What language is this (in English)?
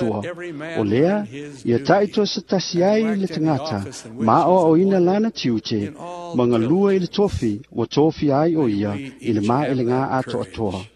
Samoan